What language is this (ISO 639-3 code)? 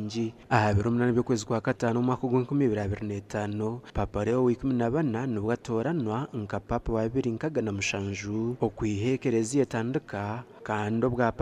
nyn